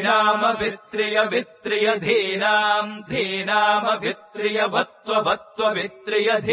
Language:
Sanskrit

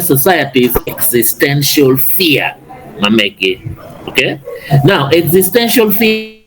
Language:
Acoli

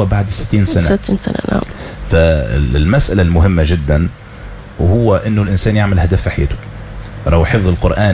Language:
Tunisian Arabic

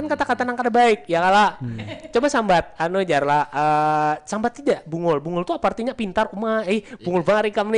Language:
Banjar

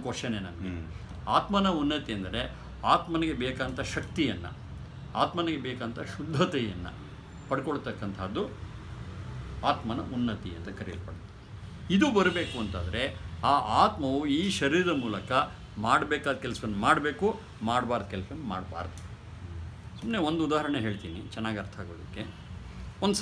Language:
Kannada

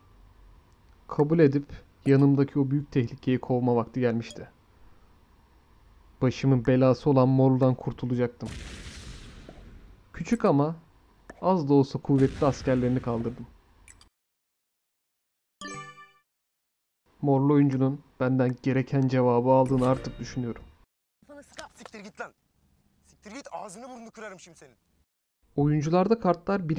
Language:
Turkish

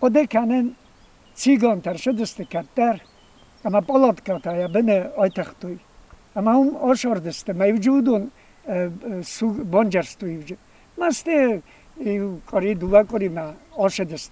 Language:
Ossetic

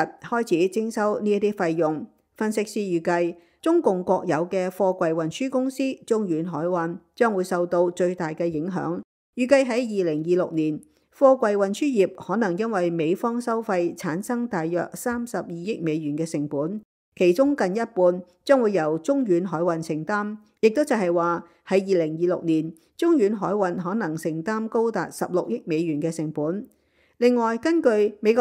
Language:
Cantonese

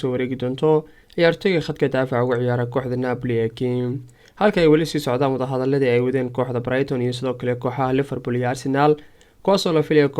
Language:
Somali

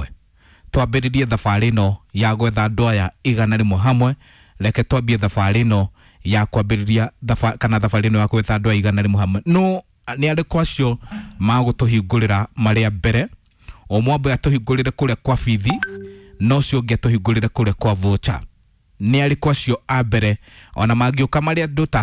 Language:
Kikuyu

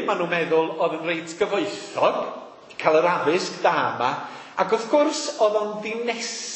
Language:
Welsh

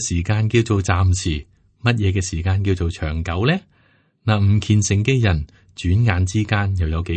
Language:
Cantonese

